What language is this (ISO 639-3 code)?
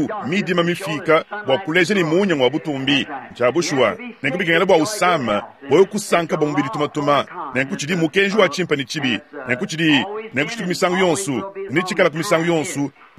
lua